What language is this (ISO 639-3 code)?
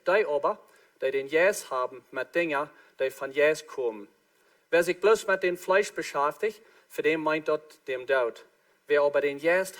pdt